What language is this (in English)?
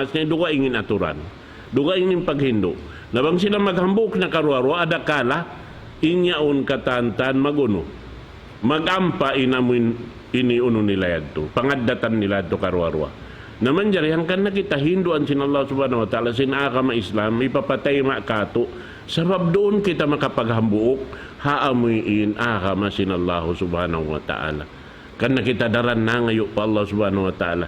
Tausug